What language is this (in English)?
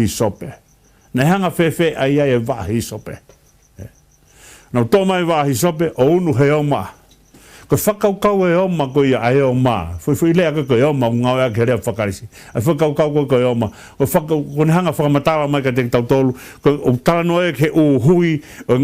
Tongan